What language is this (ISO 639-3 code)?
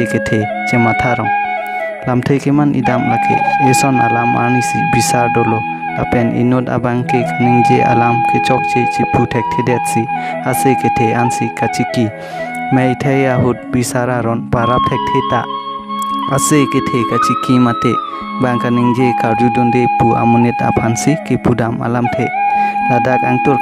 mjw